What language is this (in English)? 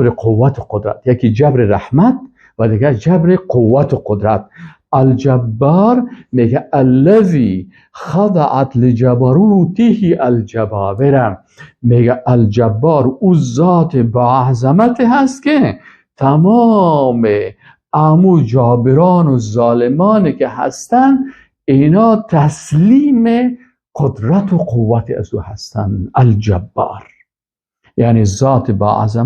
Persian